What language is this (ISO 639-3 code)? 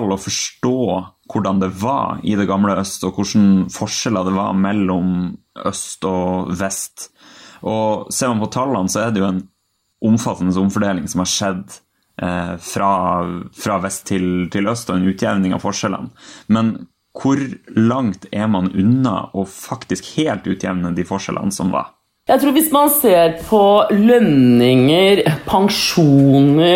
nor